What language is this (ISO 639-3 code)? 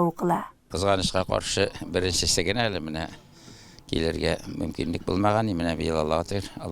tat